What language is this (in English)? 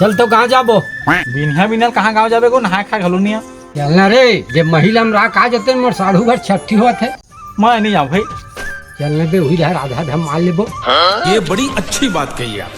Chhattisgarhi